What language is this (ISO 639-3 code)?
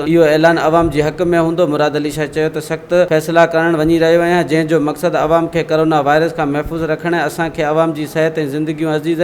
snd